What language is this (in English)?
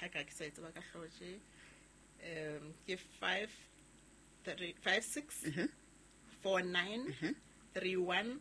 Southern Sotho